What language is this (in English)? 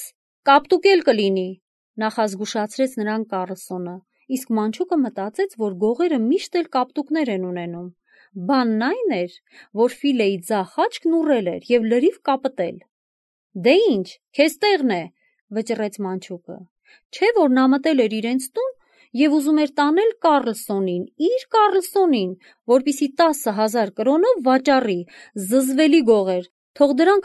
Armenian